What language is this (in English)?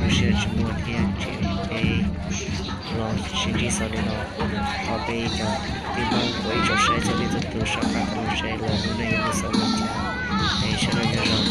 Hmong